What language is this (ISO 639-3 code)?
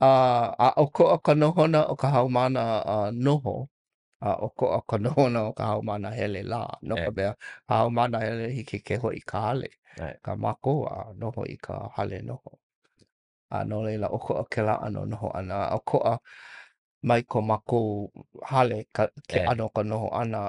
haw